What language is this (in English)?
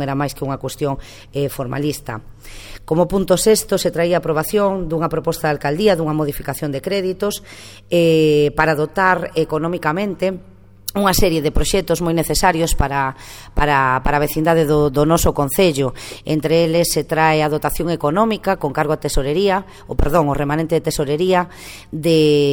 Galician